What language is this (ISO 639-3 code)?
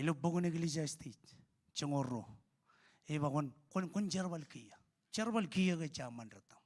mah